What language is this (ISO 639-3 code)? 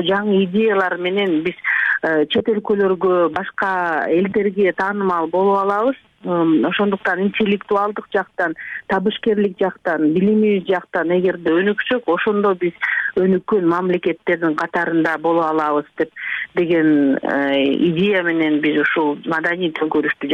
kir